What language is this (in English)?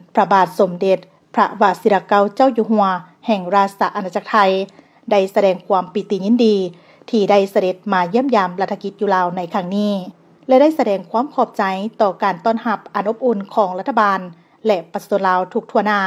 Lao